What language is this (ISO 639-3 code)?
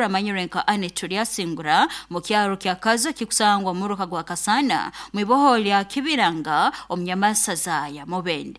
nyo